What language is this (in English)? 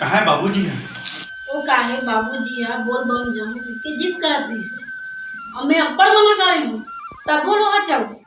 Chhattisgarhi